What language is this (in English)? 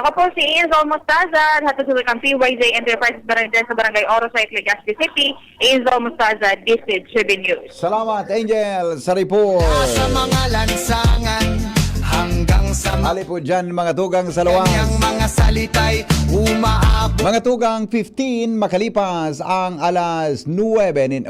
Bikol